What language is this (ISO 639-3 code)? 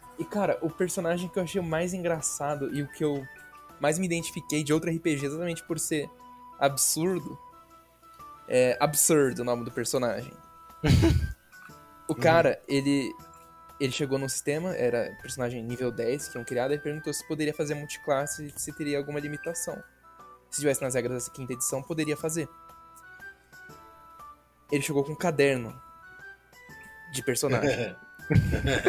por